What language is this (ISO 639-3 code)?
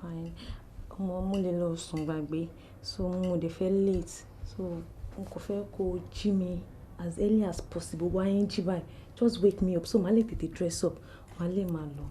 yor